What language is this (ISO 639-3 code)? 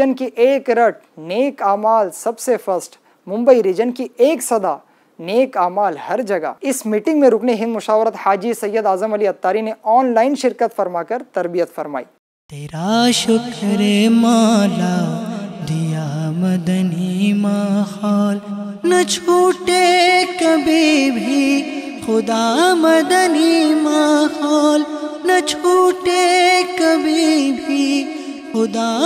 urd